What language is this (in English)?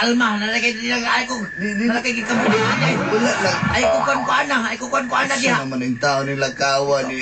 Cebuano